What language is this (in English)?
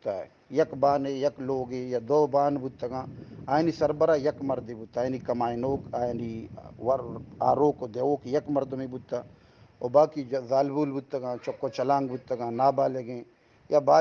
Eastern Balochi